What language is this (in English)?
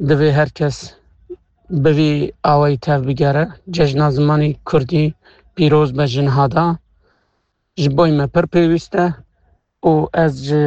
Kurdish